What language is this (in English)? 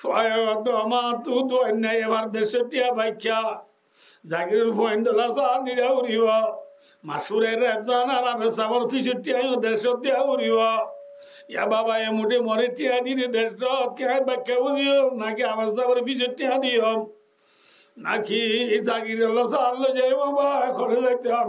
Rohingya